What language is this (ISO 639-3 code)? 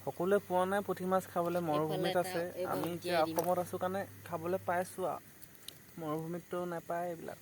asm